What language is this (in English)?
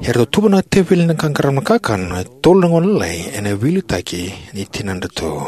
Fijian